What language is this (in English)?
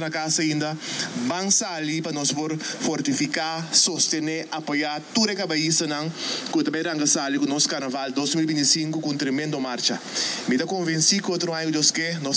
Papiamento